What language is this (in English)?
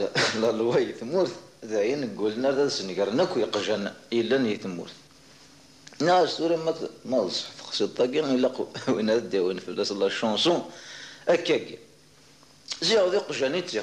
Kabyle